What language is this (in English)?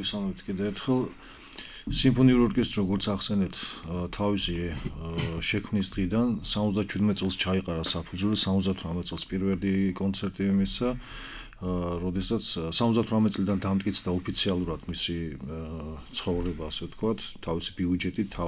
Georgian